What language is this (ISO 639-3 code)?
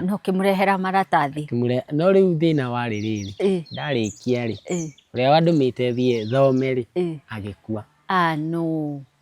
kik